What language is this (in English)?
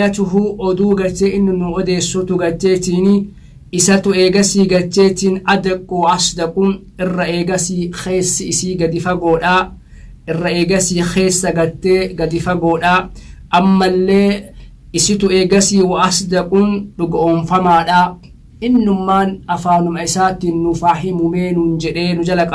Oromo